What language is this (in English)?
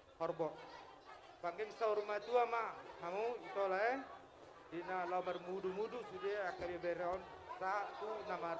Batak Toba